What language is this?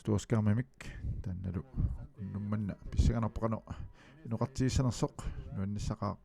Kalaallisut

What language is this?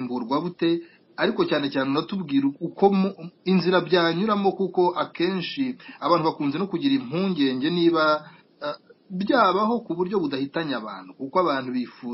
Kinyarwanda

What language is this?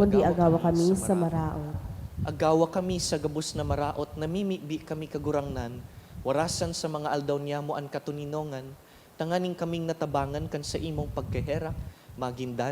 Bikol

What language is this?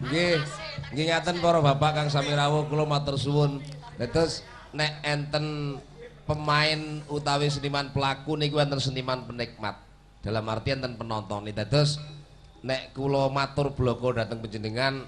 Javanese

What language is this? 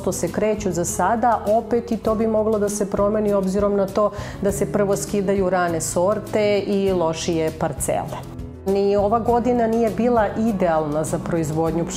Serbian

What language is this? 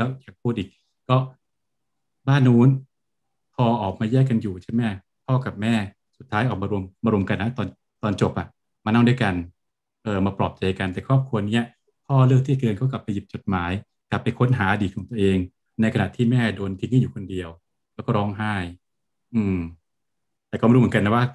Thai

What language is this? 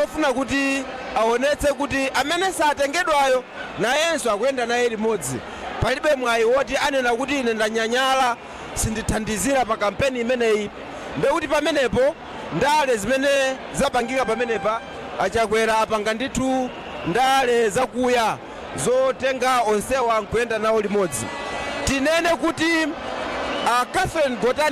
Nyanja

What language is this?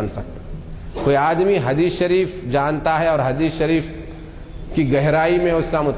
Urdu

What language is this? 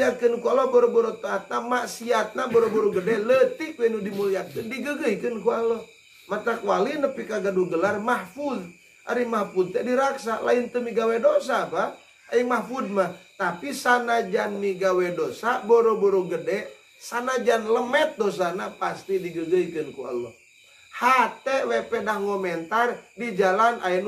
Sundanese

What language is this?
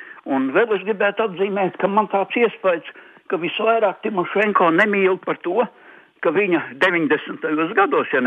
Latvian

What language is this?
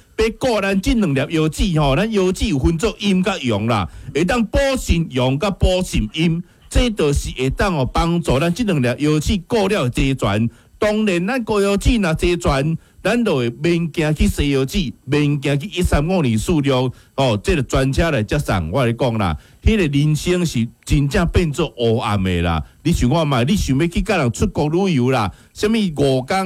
Min Nan Chinese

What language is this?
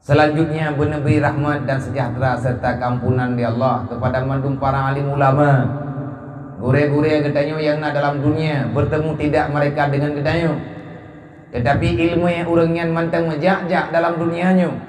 Achinese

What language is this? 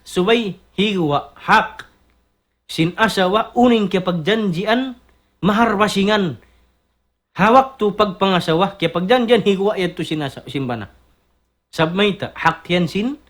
Tausug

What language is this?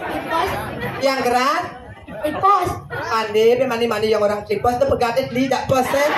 Balinese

